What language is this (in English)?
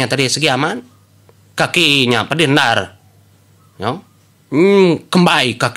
Iban